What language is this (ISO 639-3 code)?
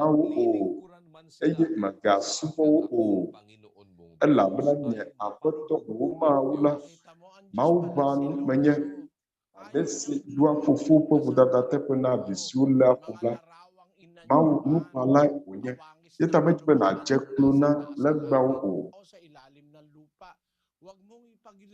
ewe